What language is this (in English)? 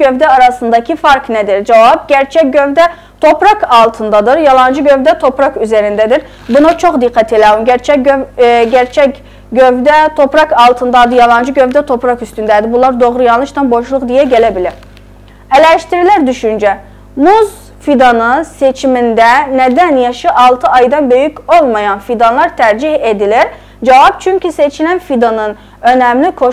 South Azerbaijani